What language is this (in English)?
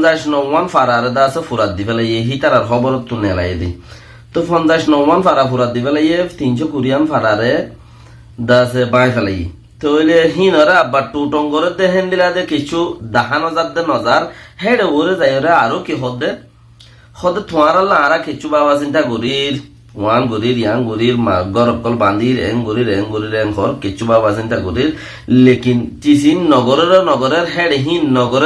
Rohingya